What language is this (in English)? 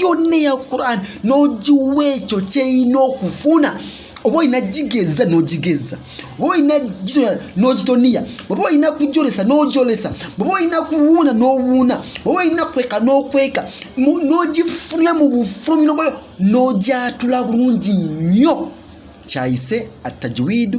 Ganda